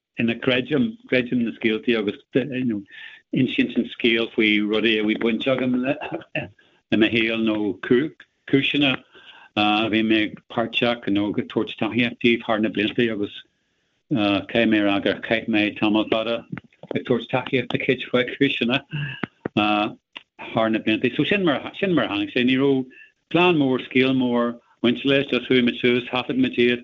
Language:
Irish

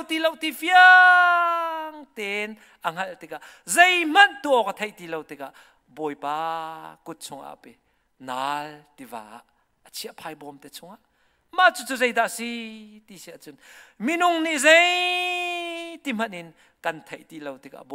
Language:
Hakha Chin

